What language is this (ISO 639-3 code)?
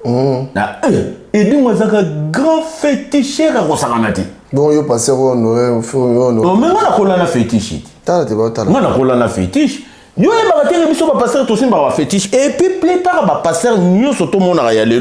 lin